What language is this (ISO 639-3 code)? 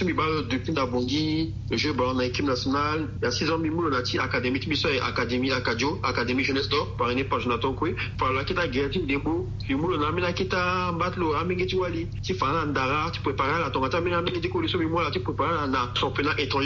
sag